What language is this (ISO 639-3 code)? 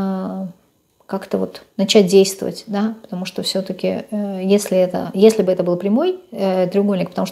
rus